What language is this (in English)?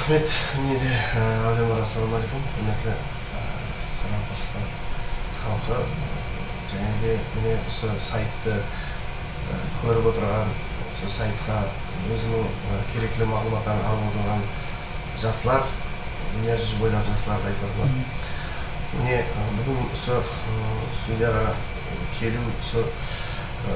Kara-Kalpak